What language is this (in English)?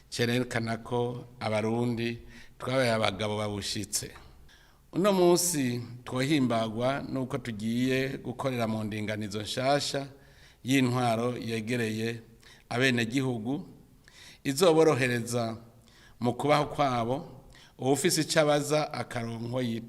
Rundi